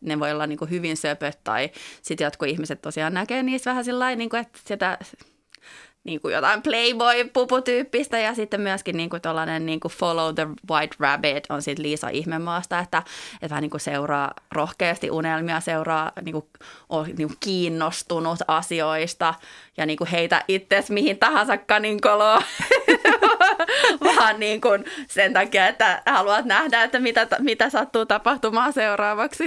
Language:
Finnish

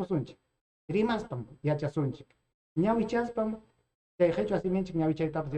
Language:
Ayacucho Quechua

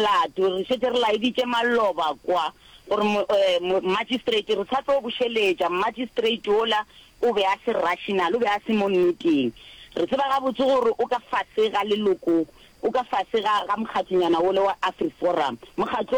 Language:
Northern Sotho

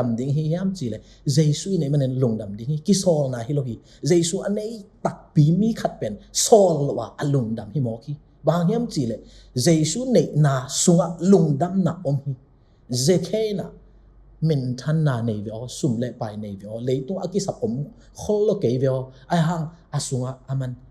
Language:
Tedim Chin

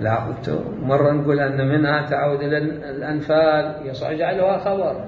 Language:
Mesopotamian Arabic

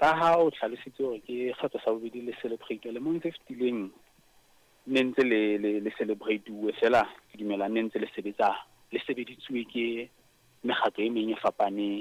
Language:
Southern Sotho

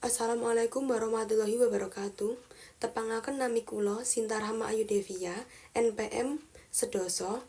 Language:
Javanese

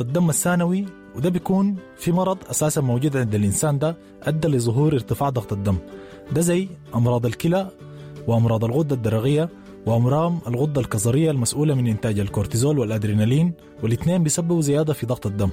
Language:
Sudanese Arabic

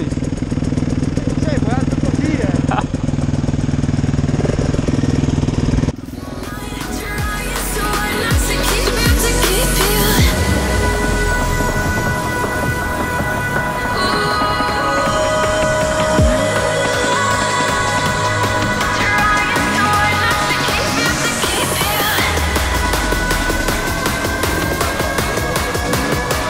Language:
Italian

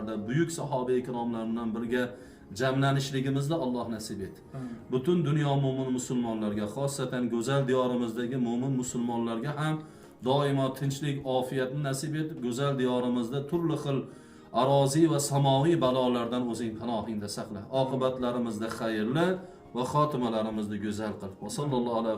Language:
Uzbek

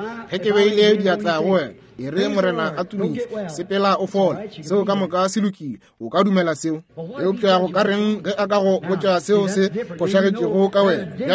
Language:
Northern Sotho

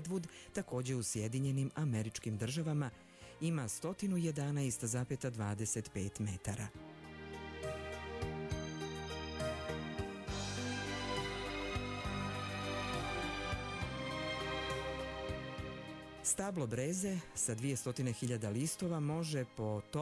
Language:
Serbian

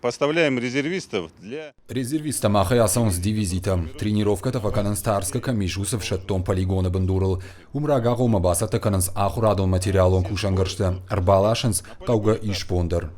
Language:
Ossetic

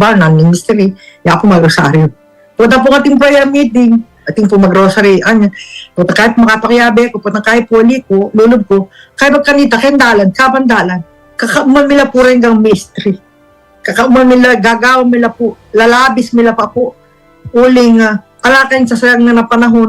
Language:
Pampanga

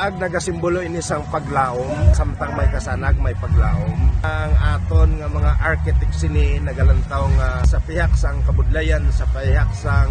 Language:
Hiligaynon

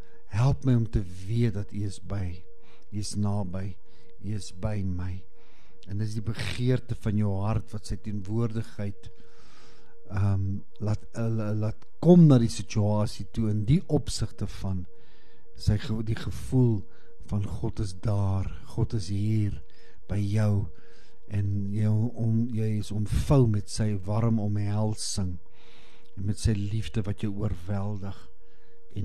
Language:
Afrikaans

